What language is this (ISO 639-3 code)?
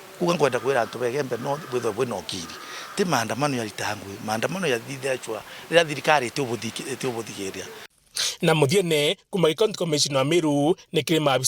mer